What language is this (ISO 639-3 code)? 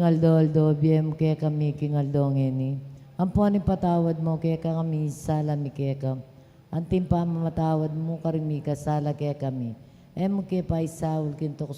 pam